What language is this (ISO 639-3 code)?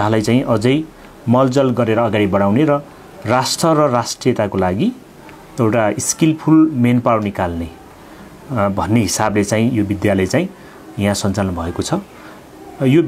nep